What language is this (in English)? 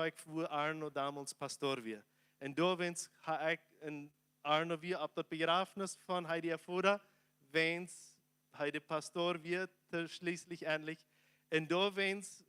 Plautdietsch